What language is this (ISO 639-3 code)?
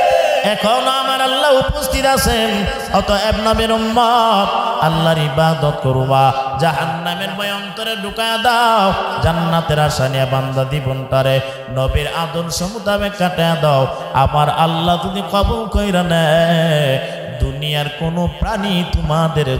ben